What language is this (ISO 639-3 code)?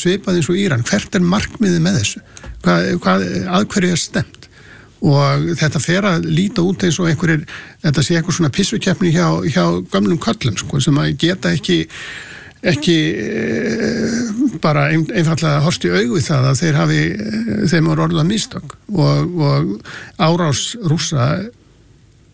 isl